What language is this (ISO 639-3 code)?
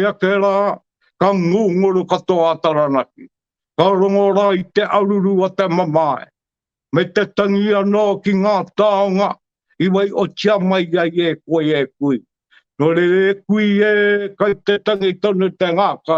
mri